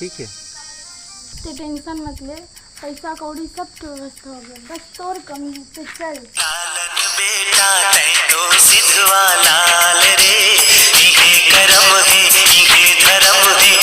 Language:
Chhattisgarhi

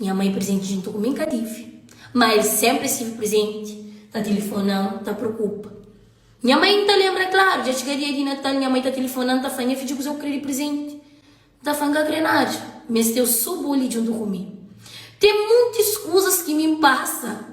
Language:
Kabuverdianu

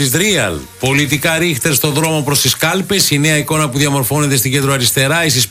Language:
Greek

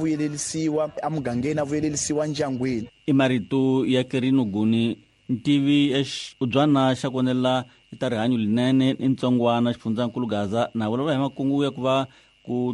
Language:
Tsonga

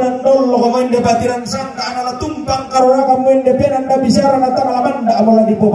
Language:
Toraja-Sa'dan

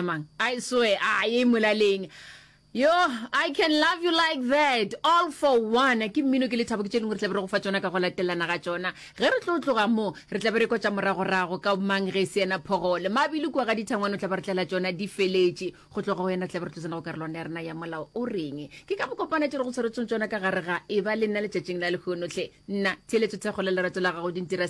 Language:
Northern Sotho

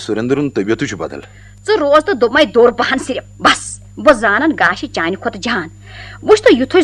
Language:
Kashmiri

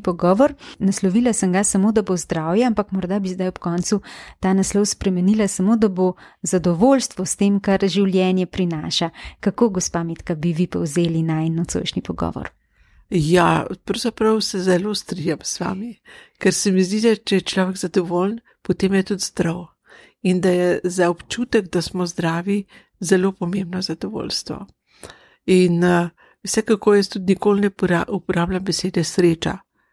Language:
Slovenian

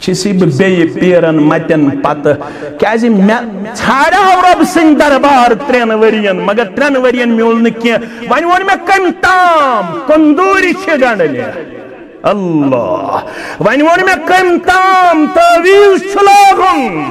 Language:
Kashmiri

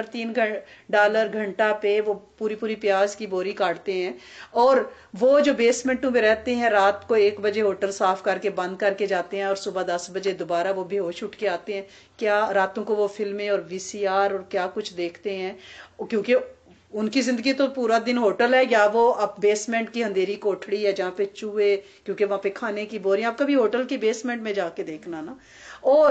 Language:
Urdu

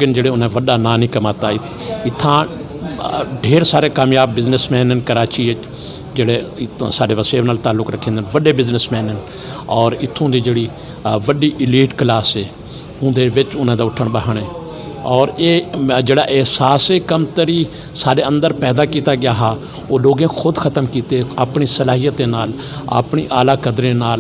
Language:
Saraiki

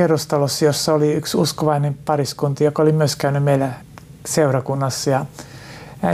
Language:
Finnish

